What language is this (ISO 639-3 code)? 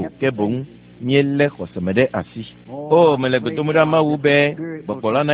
ewe